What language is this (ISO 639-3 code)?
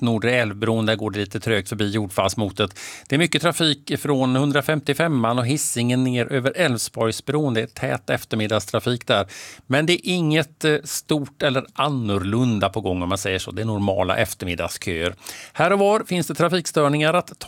swe